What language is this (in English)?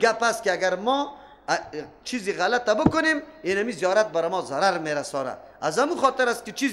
Persian